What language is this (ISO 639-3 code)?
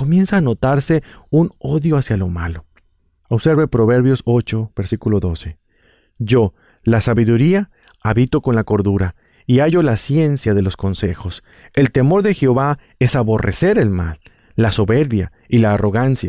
spa